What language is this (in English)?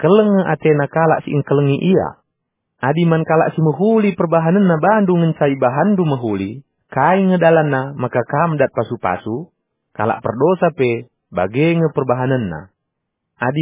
Batak Karo